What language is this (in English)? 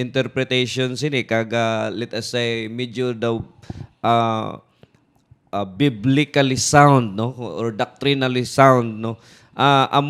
Hiligaynon